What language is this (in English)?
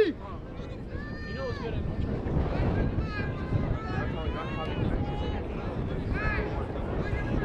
English